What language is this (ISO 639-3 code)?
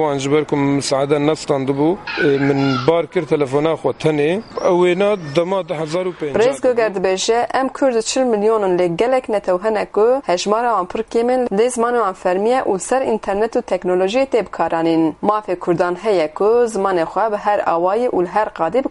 kur